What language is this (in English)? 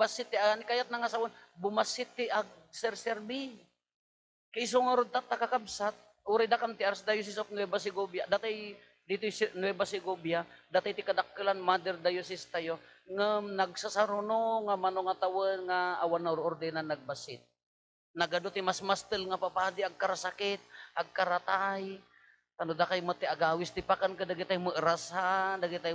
Iloko